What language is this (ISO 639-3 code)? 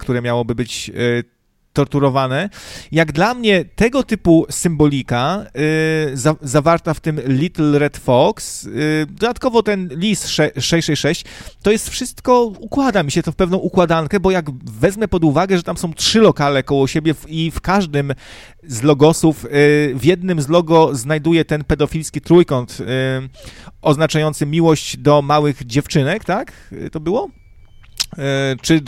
pol